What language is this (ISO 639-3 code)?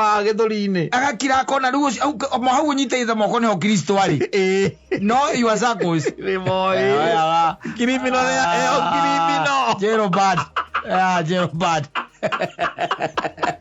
kik